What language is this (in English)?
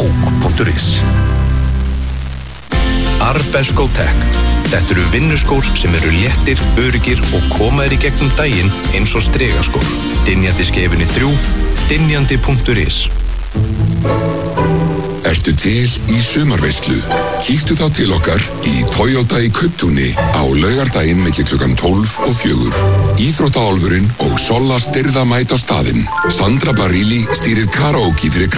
Icelandic